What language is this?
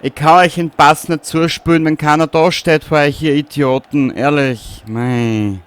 Bavarian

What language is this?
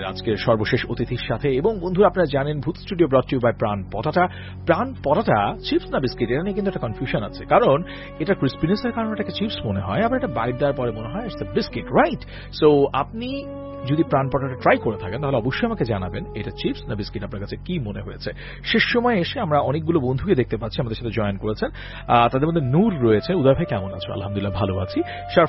Bangla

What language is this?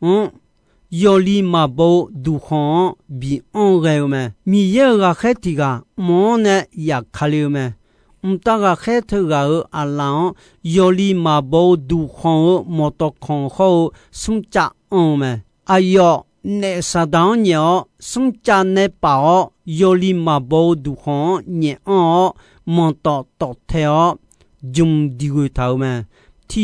Akha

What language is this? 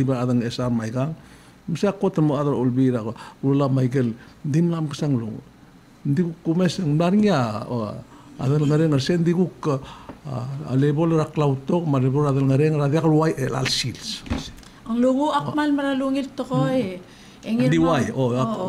Palauan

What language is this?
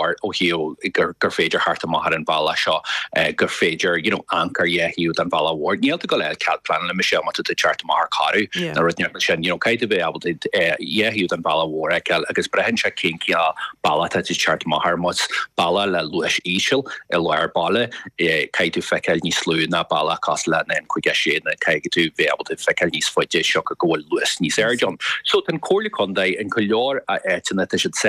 Irish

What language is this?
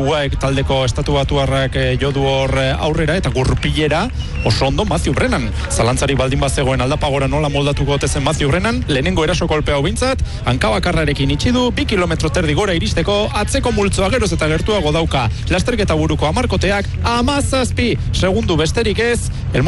Basque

